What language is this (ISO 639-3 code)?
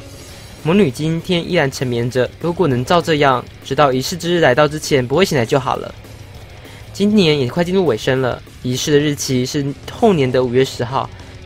zho